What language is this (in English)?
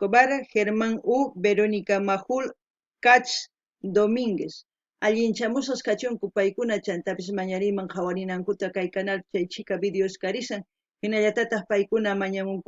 South Bolivian Quechua